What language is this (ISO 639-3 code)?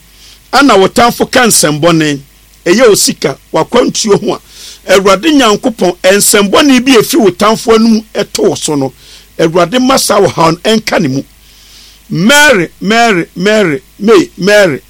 aka